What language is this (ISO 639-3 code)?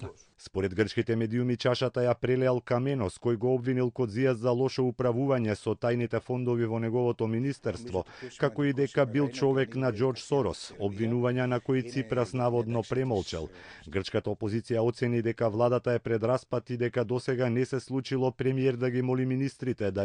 mkd